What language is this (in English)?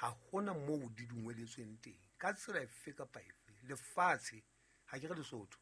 Southern Sotho